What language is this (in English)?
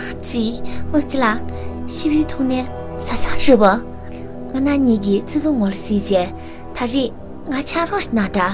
Tibetan